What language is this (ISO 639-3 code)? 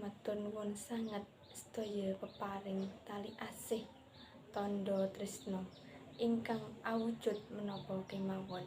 jav